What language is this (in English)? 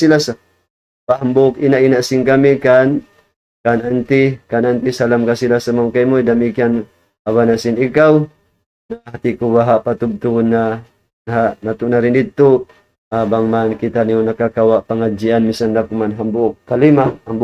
Tausug